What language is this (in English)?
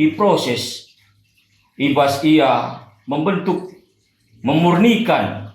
Batak Karo